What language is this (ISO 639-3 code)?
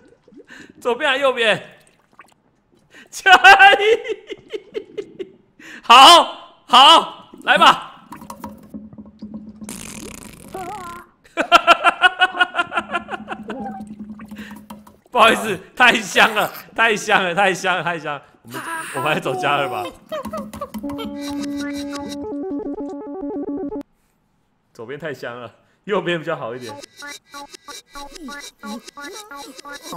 zho